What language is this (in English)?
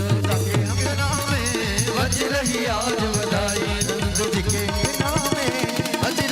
Maithili